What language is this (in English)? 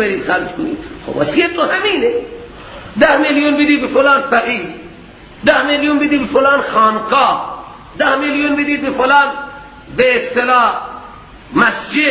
Persian